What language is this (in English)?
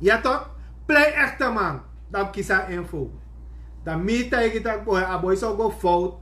Sranan Tongo